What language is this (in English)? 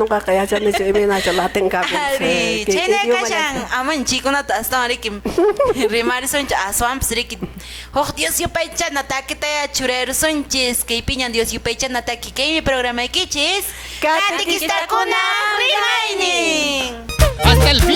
Quechua